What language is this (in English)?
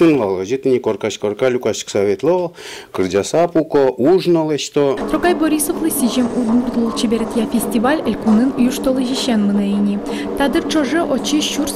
Udmurt